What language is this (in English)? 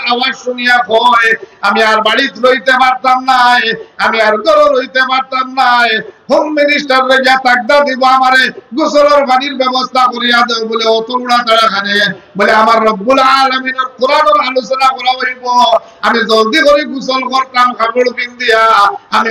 Sylheti